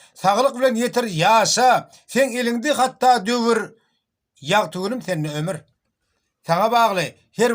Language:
Turkmen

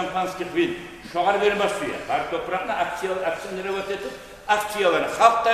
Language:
Kumyk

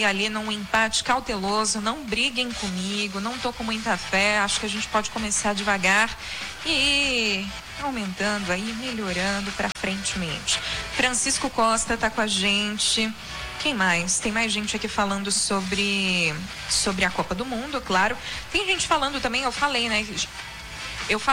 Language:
Portuguese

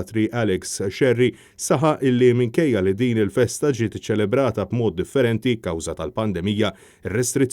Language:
Maltese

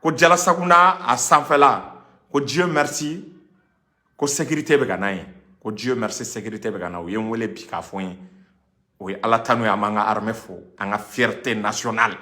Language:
Bambara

